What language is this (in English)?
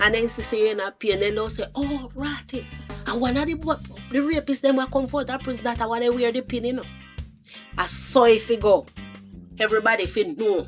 Jamaican Creole English